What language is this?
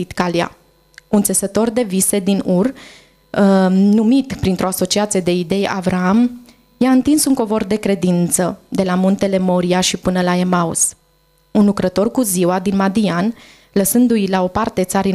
Romanian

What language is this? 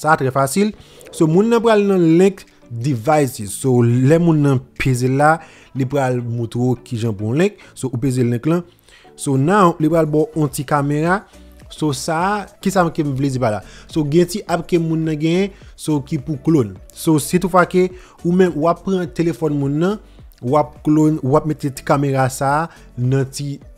Haitian Creole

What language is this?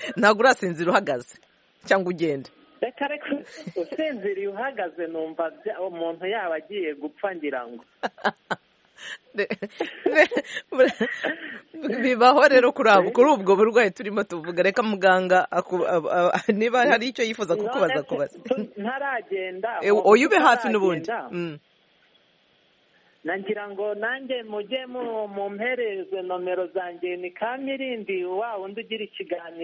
Kinyarwanda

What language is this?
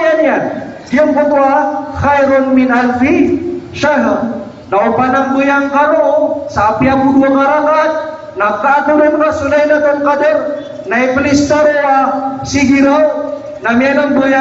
Maranao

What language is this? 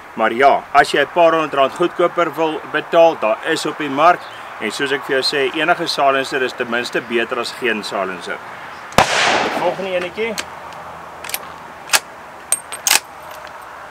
Afrikaans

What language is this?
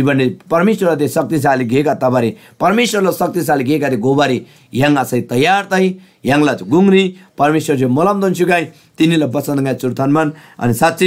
Eastern Tamang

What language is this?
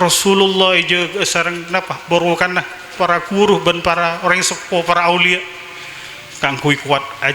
Madurese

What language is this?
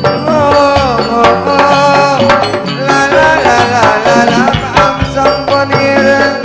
Madurese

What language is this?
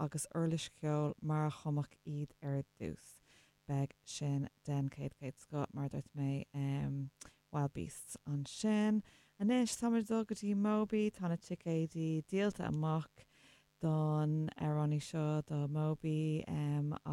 Irish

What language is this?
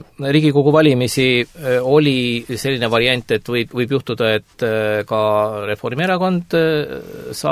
Estonian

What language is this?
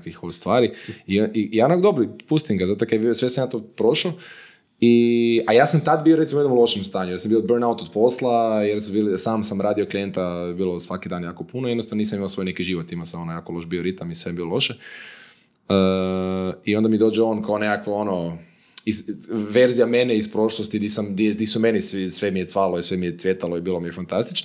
Croatian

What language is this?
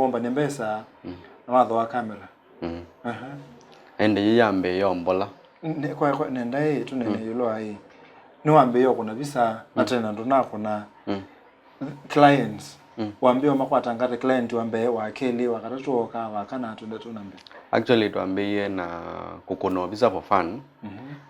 Kamba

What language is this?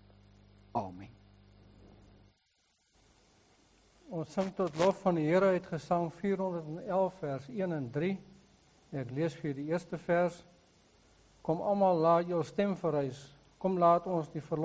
Afrikaans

